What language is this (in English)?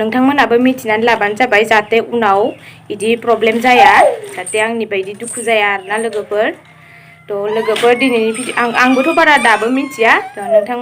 Bodo